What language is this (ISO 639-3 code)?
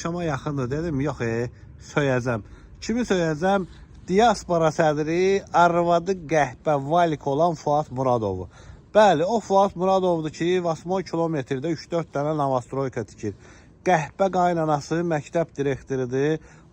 aze